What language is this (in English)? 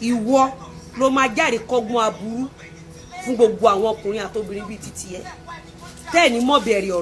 Yoruba